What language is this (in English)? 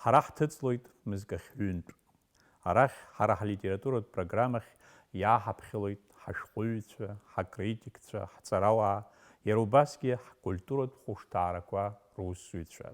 Abkhazian